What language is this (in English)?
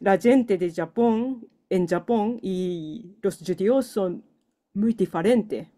Ladino